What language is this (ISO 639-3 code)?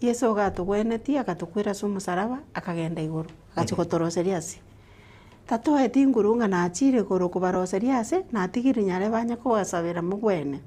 guz